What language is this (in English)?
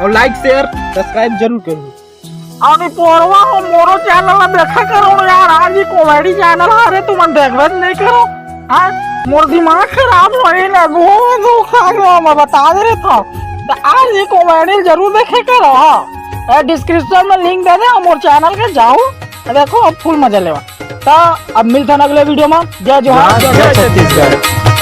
Chhattisgarhi